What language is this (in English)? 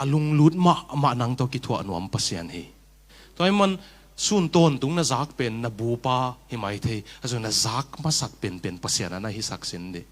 Tedim Chin